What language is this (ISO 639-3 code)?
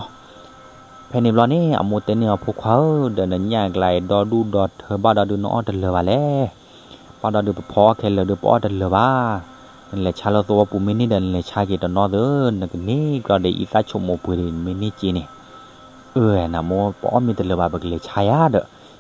ksw